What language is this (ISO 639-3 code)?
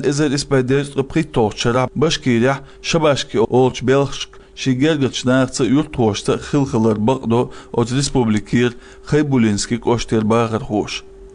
che